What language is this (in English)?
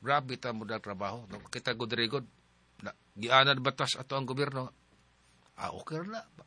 Cebuano